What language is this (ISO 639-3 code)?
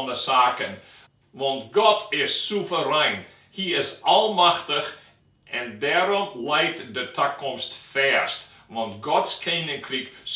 fry